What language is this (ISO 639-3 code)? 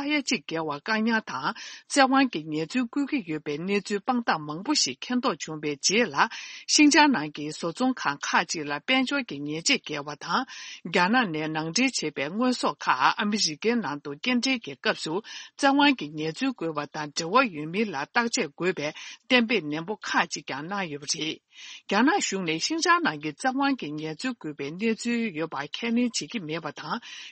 bod